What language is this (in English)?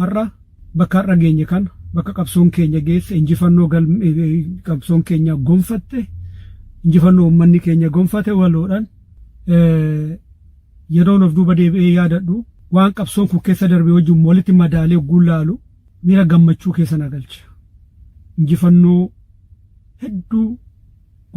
Oromo